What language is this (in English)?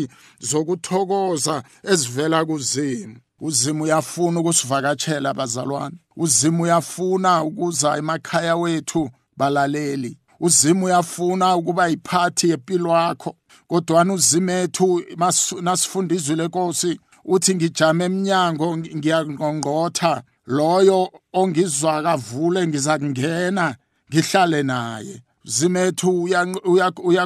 South Ndebele